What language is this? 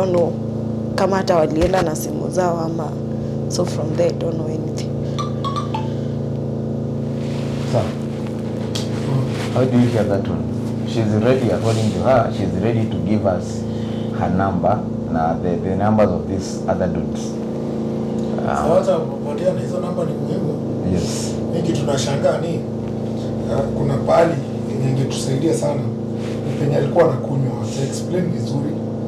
Swahili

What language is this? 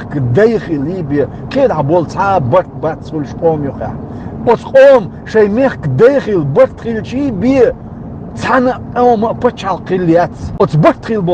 Chechen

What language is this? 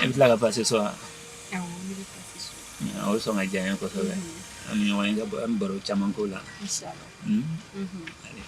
Bambara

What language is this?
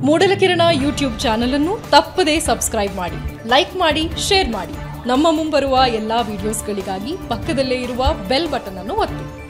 Kannada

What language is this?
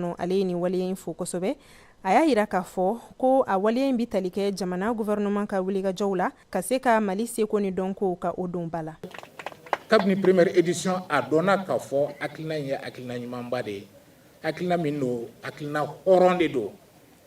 Bambara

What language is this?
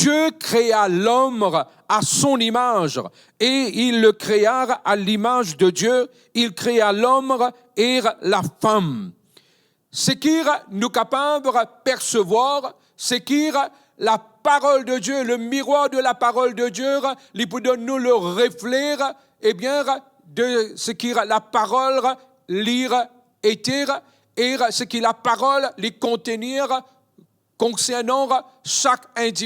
Morisyen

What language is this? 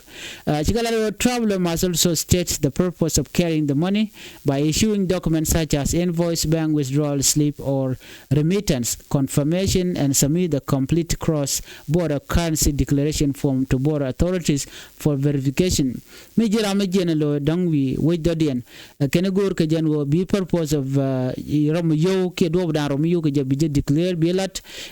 Nuer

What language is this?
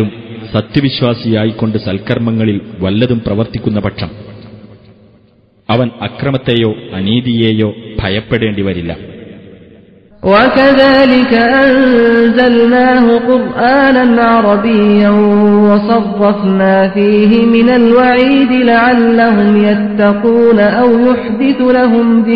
Malayalam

